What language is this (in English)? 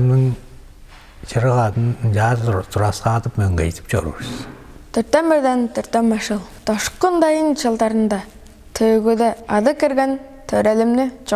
Tuvinian